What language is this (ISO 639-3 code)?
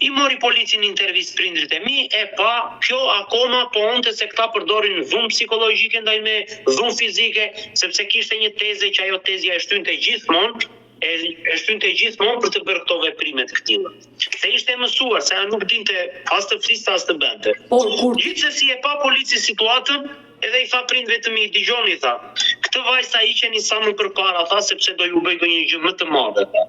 sqi